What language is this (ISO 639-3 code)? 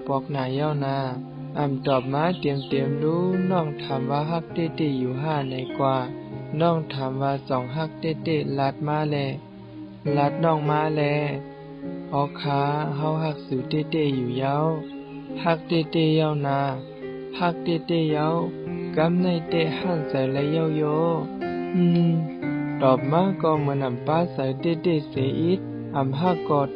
shn